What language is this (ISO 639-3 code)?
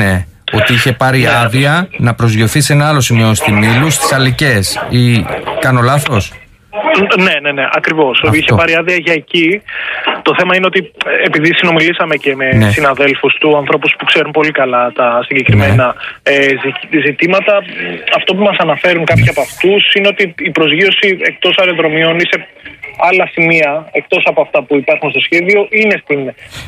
ell